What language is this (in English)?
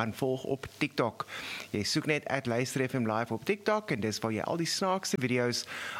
Afrikaans